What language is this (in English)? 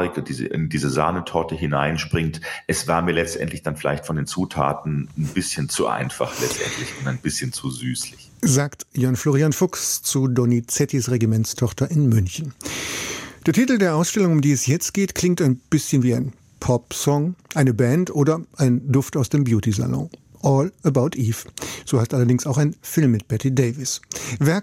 German